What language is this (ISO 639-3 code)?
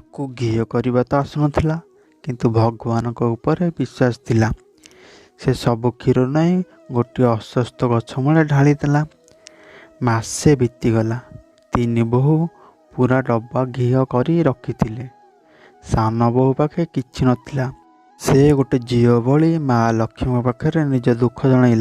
ori